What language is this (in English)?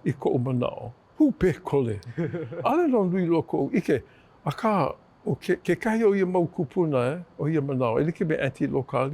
Hawaiian